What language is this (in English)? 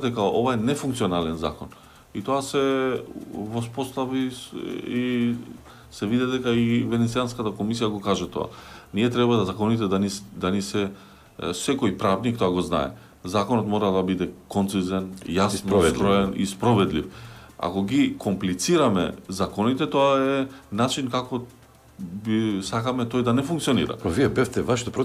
Macedonian